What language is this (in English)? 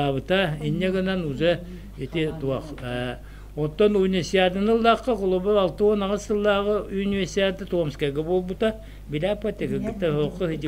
Yakut